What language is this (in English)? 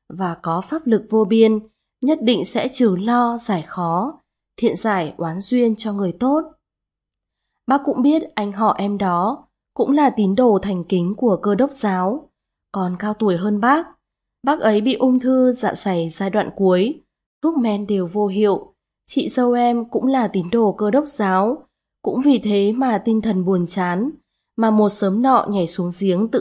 Vietnamese